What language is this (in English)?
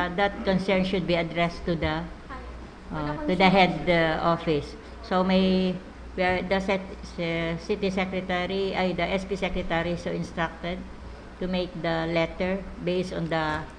Bikol